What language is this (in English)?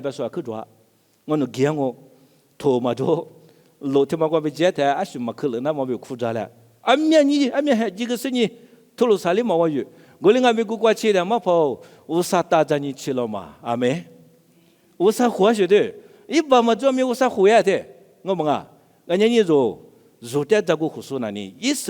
Lisu